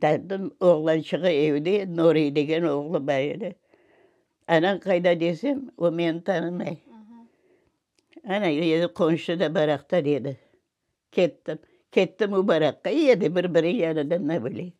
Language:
Crimean Tatar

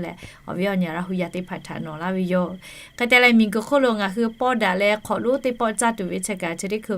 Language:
Lahu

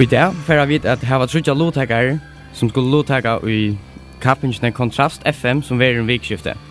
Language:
Faroese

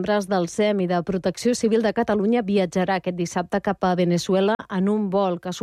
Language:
Catalan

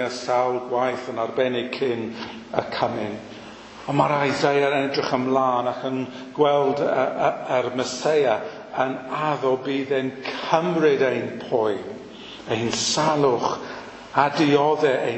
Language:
Welsh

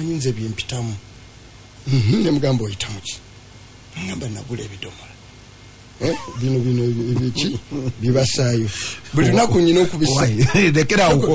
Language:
Ganda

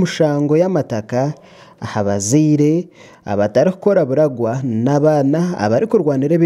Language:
Nyankole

